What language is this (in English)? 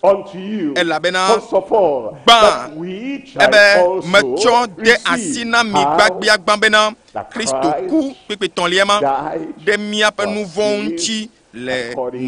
Ewe